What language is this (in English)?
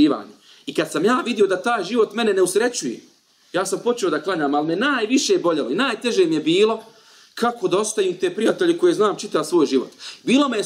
Bosnian